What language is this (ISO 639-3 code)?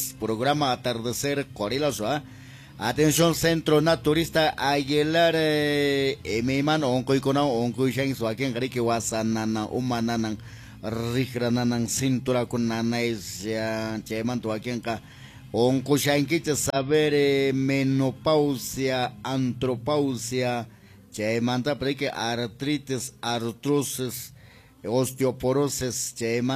que